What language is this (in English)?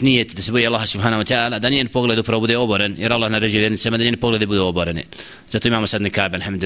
Bosnian